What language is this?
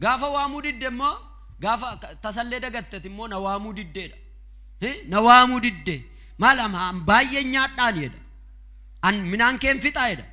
Oromo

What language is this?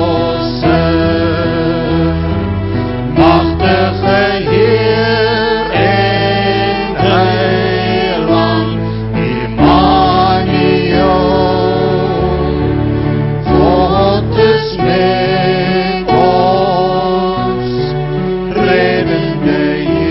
Afrikaans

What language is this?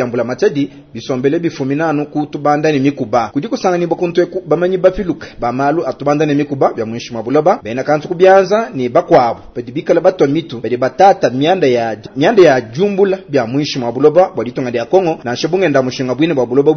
Luba-Lulua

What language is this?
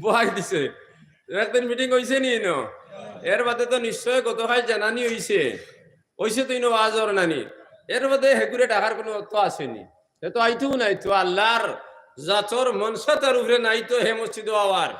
Sylheti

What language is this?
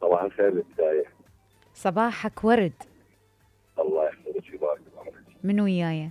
Mesopotamian Arabic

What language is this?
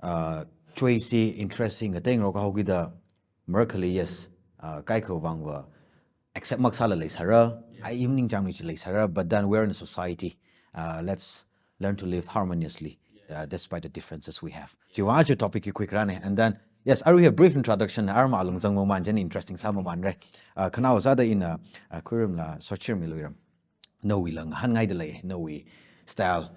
Tangkhul Naga (India)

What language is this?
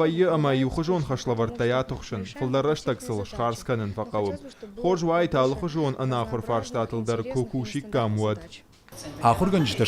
Ossetic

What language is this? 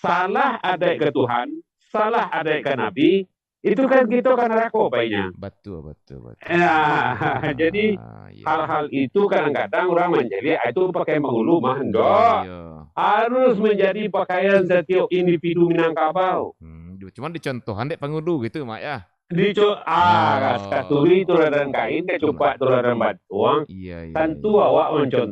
Minangkabau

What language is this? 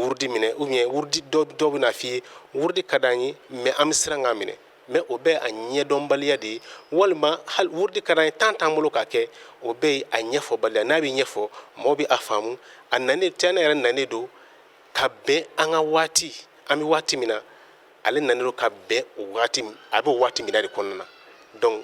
Bambara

